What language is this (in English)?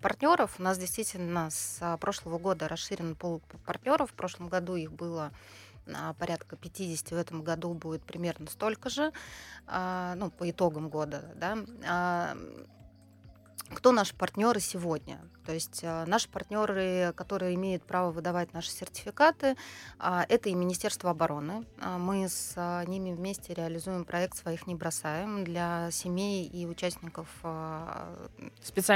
Russian